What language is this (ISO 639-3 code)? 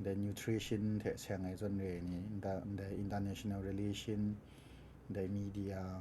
kac